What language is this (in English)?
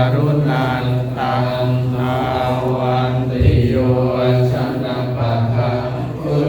Pali